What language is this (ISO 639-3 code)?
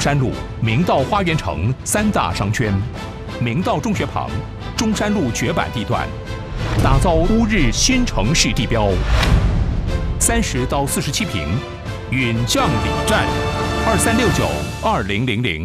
zho